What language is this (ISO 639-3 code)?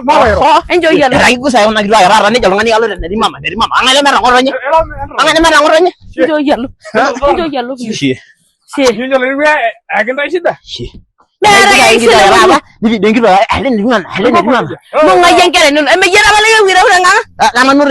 mas